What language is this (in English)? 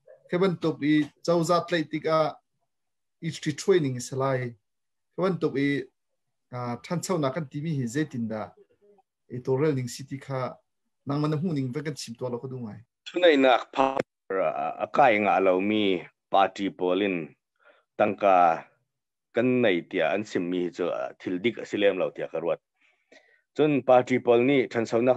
Hakha Chin